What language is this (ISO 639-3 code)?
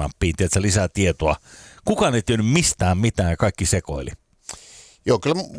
fin